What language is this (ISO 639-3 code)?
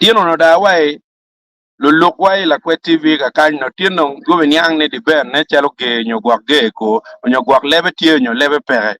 ach